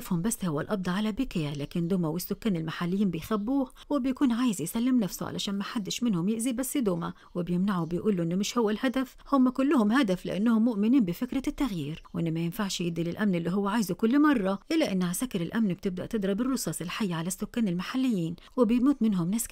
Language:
Egyptian Arabic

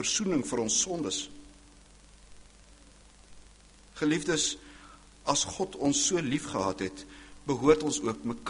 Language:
Afrikaans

